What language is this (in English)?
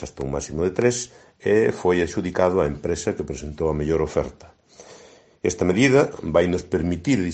Galician